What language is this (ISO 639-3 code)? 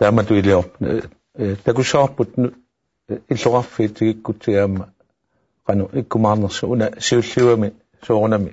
kal